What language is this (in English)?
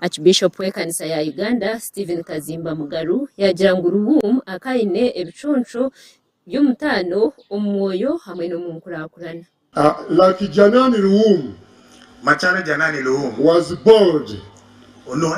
Nyankole